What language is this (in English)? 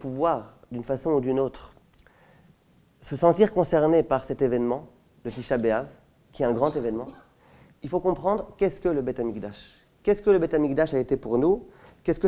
French